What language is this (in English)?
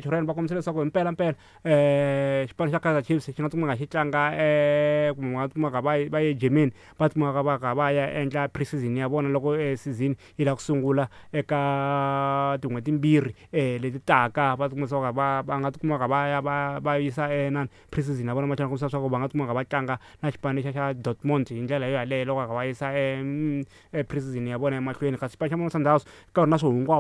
Tsonga